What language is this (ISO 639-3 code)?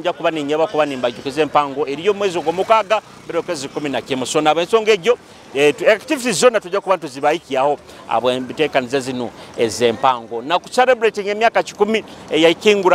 nyo